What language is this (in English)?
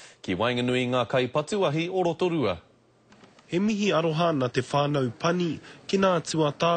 Māori